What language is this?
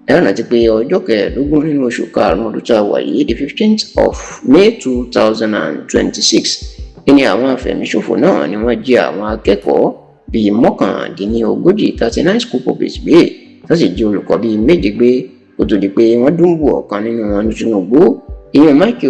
Yoruba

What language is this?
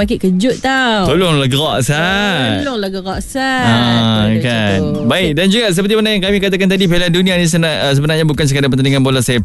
Malay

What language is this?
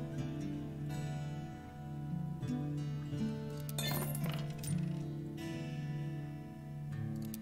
Czech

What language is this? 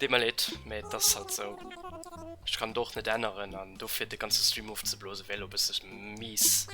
Luxembourgish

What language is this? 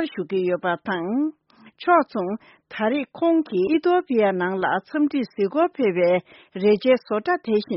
Tibetan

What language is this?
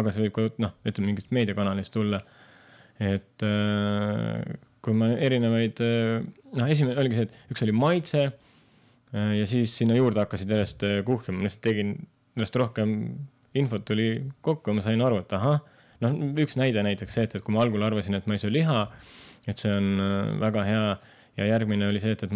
Estonian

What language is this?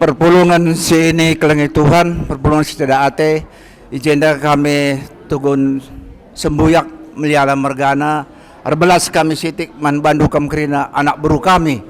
Batak Karo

